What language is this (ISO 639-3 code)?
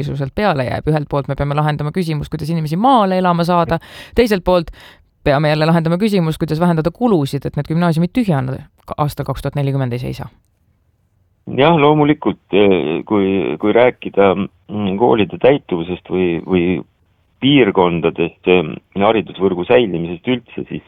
est